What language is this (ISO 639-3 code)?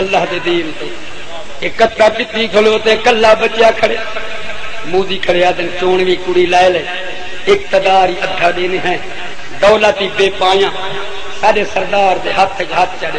skr